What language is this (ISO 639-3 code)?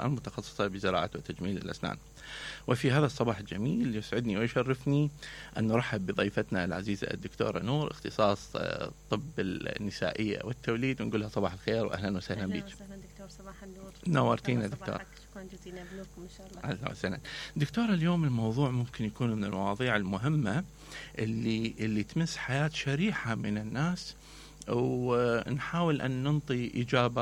acm